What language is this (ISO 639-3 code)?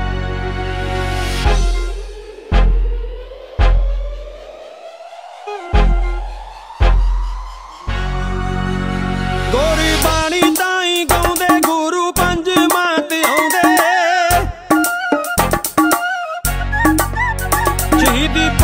pan